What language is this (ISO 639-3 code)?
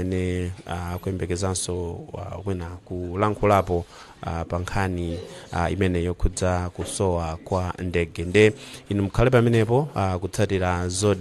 nya